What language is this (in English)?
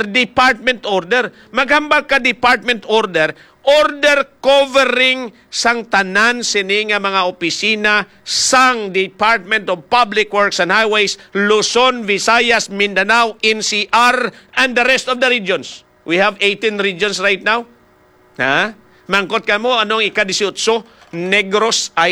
Hiligaynon